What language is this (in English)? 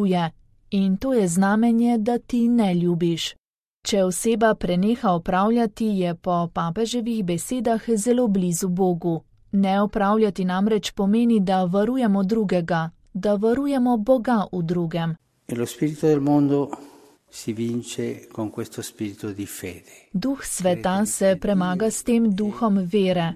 Slovenian